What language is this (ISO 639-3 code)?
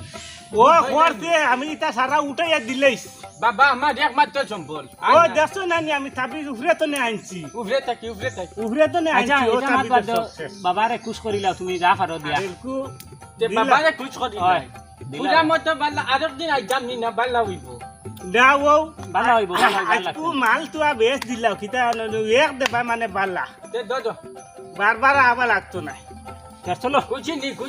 syl